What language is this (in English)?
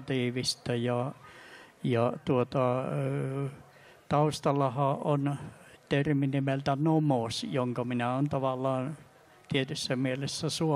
Finnish